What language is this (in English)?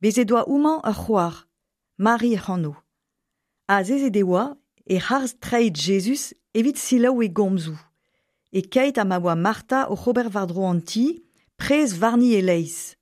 Breton